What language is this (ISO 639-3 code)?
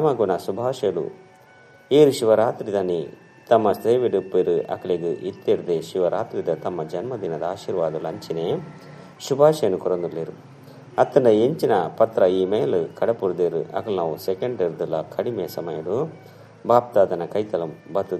tcy